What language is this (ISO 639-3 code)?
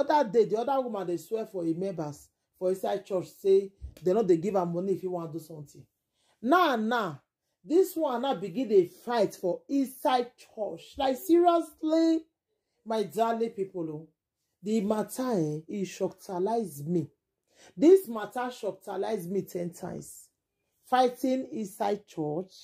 pcm